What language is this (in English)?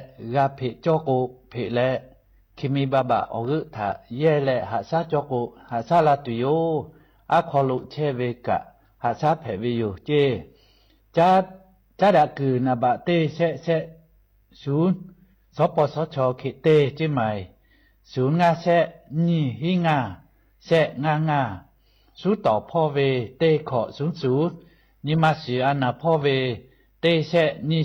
Lahu